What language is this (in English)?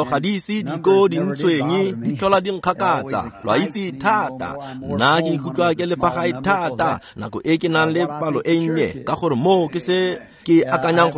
Tswana